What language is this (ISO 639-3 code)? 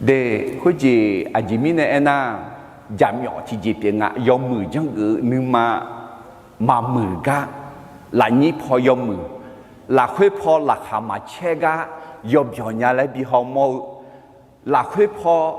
ahk